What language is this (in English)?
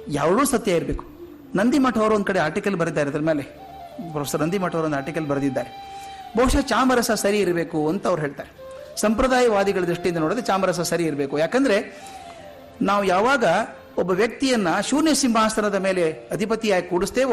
Kannada